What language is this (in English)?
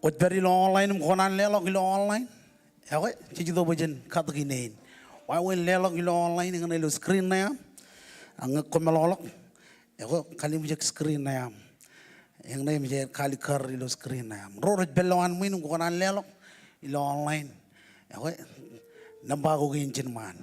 Marshallese